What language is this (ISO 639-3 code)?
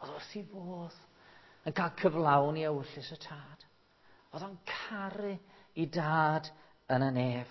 cym